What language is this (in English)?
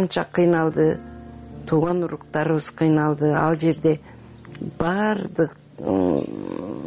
Kyrgyz